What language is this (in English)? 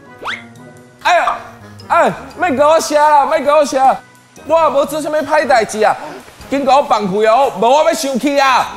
Min Nan Chinese